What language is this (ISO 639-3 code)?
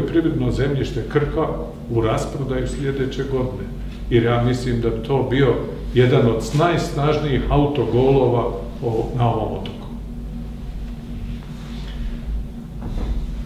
hrv